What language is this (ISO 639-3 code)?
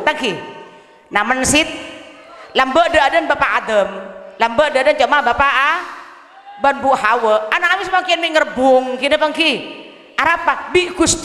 mad